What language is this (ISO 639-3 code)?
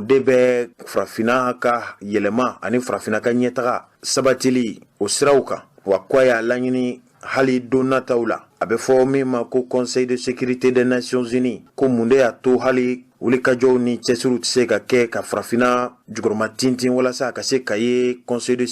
bam